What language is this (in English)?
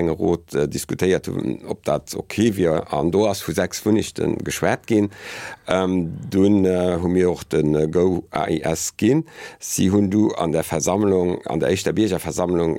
Luxembourgish